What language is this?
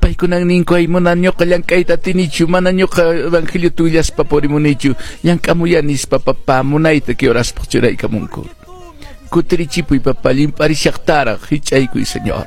Quechua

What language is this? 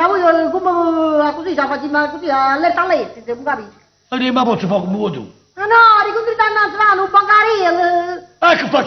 Neapolitan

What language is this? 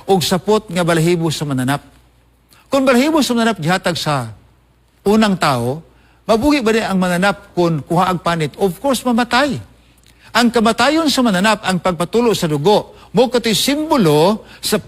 Cebuano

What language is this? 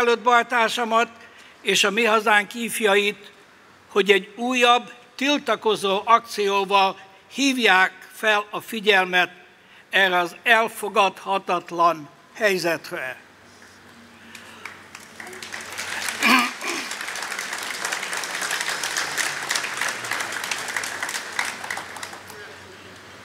Hungarian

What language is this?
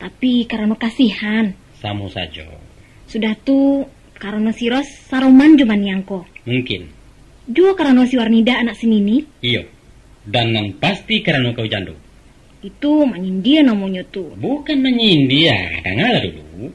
Minangkabau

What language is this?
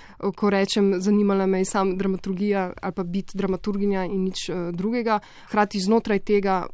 Slovenian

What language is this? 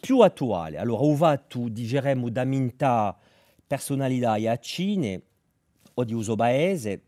Corsican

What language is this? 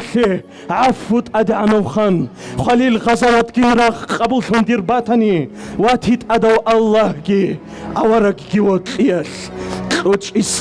Avaric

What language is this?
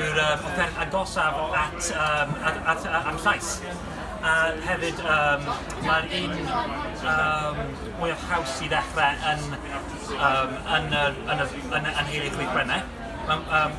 Welsh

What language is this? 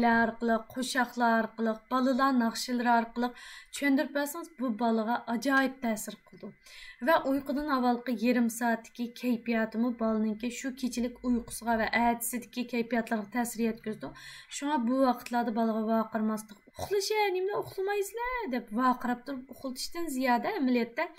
Uyghur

